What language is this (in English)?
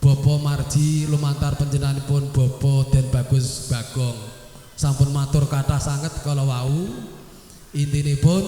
Javanese